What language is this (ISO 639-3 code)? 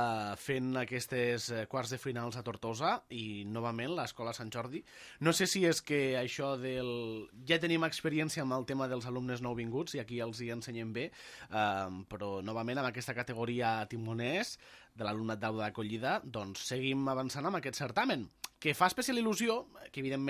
cat